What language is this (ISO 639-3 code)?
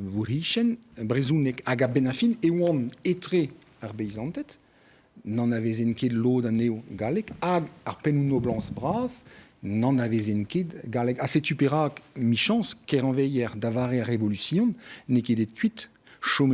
bre